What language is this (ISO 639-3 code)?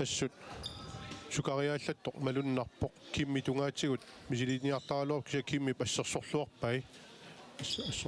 kal